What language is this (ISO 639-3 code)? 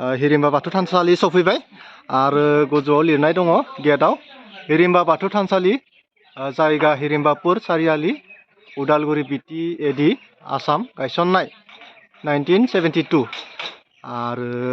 brx